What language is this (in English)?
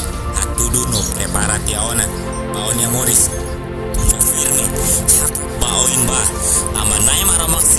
Tetum